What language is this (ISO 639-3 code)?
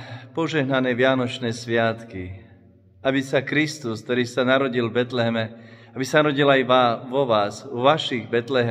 slk